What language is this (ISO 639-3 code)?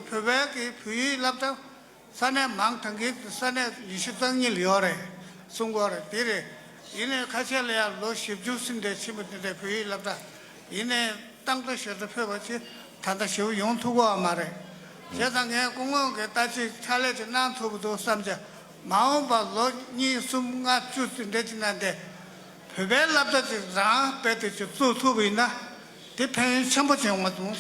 bod